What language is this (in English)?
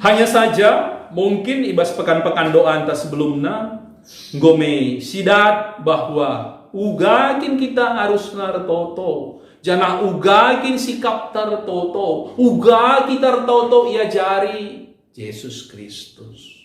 Batak Karo